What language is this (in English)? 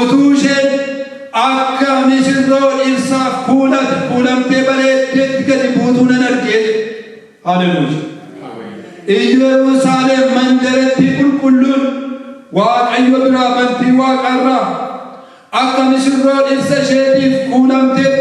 Oromo